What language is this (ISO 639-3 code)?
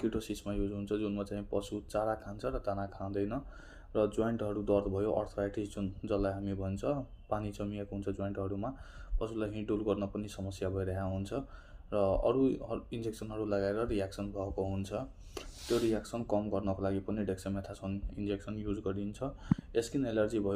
nep